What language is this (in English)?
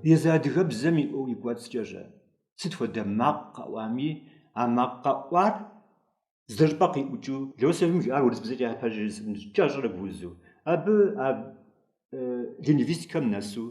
Kabardian